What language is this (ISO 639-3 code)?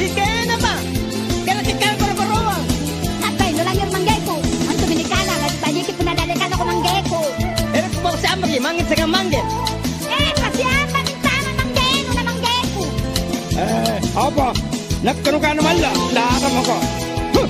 mak